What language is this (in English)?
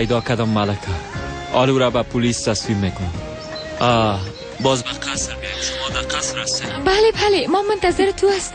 Persian